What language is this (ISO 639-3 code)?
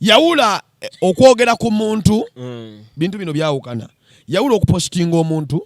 lug